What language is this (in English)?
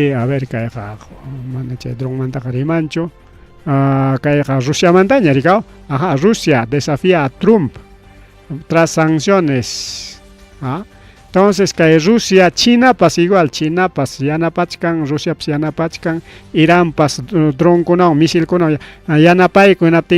Ayacucho Quechua